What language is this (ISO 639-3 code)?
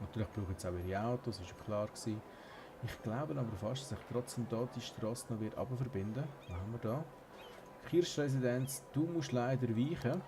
gsw